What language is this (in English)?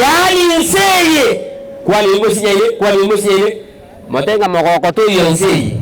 Gusii